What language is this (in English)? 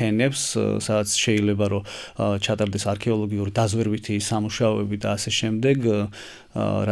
Georgian